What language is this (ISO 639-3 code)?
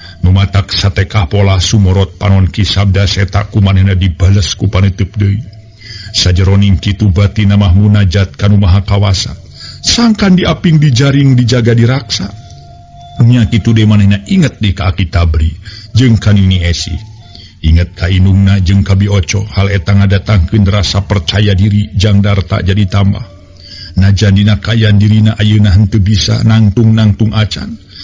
sun